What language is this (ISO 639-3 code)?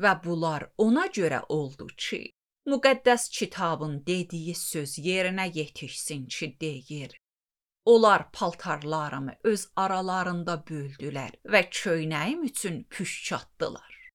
aze